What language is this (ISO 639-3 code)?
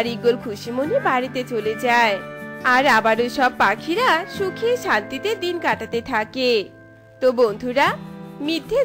ben